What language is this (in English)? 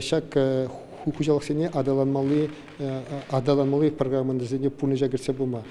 Chuvash